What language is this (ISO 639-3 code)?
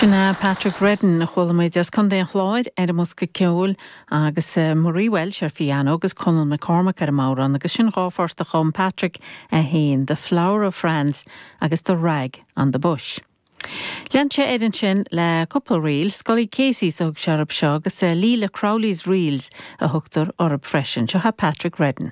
gle